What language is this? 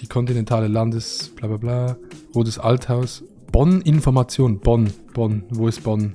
Swiss German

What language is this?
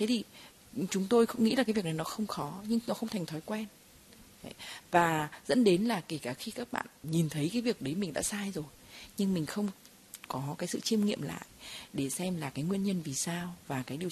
Vietnamese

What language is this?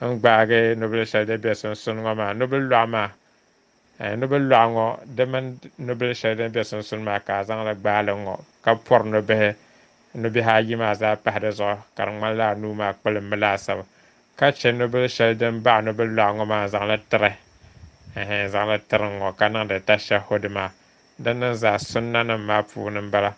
Dagbani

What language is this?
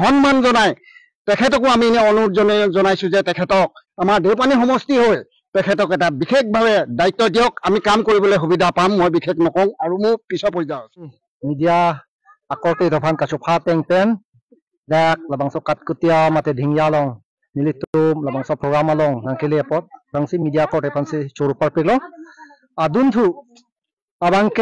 Karbi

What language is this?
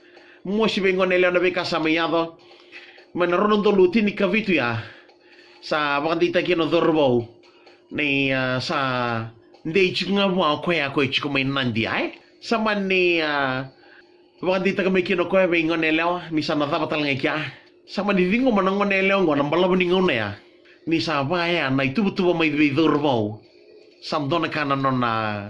Fijian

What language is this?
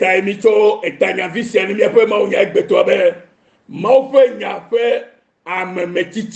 Ewe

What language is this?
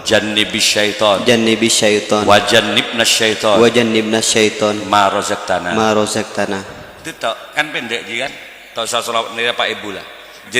Madurese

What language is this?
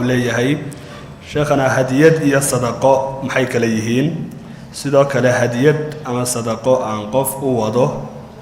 Somali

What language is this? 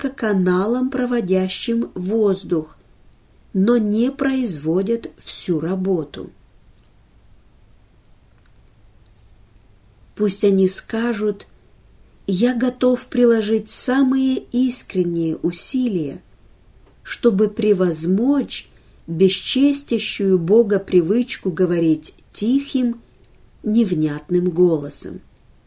Russian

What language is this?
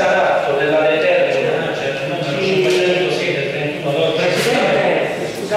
Italian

